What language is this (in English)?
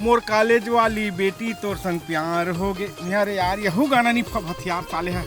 Chhattisgarhi